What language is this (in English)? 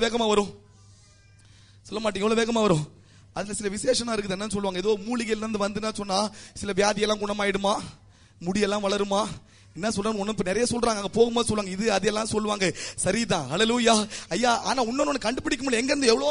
Tamil